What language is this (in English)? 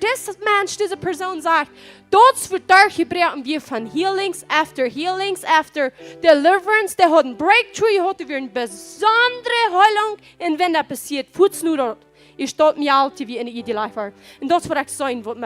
Plautdietsch